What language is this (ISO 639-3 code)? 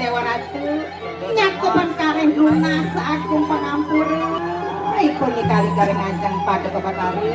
ban